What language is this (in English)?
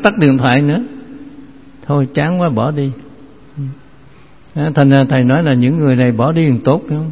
Vietnamese